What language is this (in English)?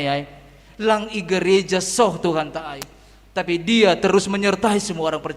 Batak Simalungun